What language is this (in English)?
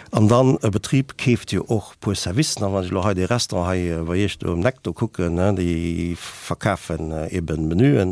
Luxembourgish